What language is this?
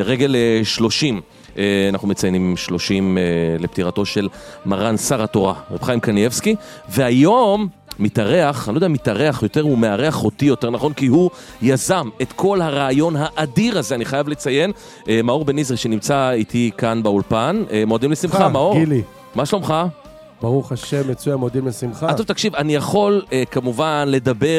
Hebrew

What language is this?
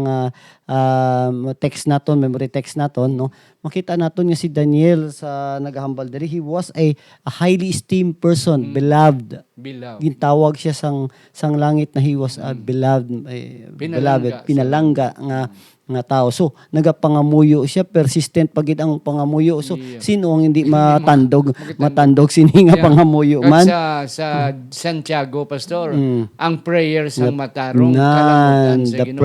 Hiligaynon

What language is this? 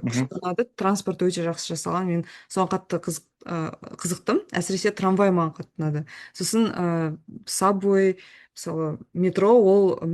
Kazakh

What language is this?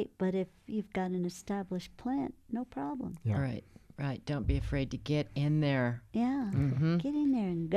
English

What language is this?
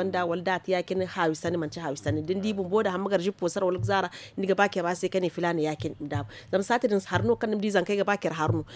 Zarma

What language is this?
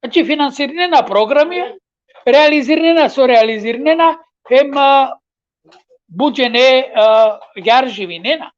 Balkan Romani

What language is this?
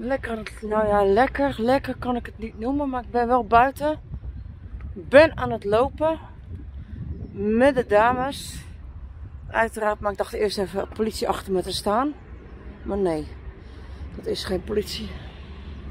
Dutch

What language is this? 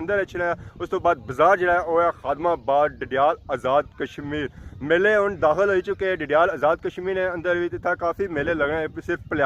Pahari-Potwari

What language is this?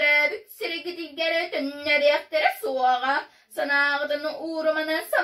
Yakut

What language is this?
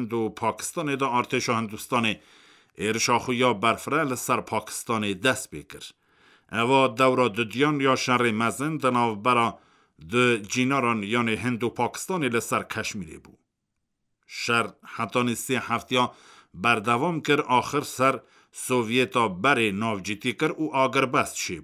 Kurdish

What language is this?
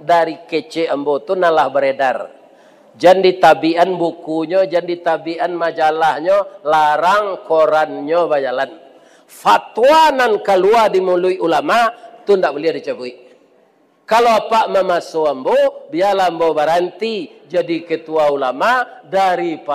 Minangkabau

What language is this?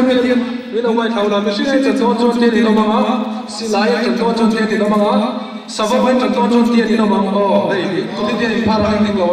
Mizo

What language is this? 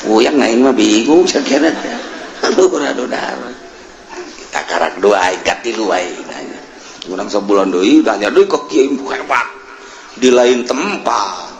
Sundanese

